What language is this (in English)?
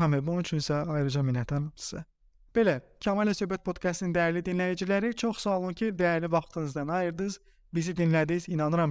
Azerbaijani